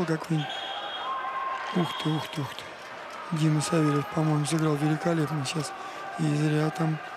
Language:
Russian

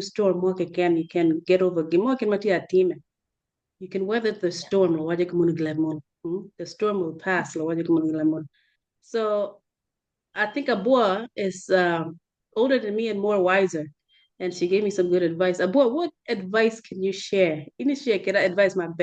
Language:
Acoli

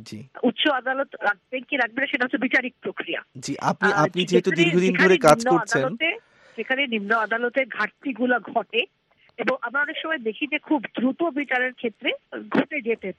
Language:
Bangla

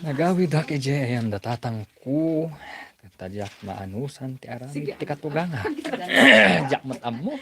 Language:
Iloko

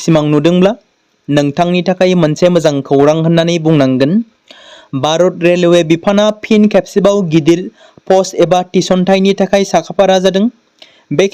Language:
Bodo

